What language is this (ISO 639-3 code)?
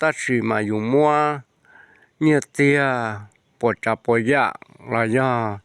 hmn